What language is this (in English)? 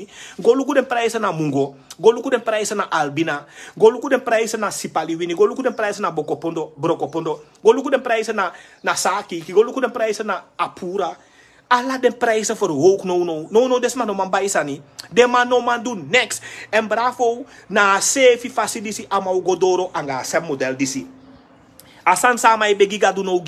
Sranan Tongo